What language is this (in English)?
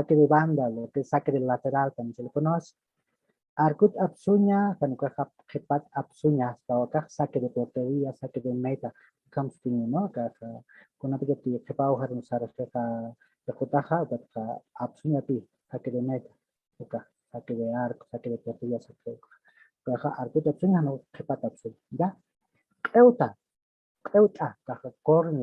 Aymara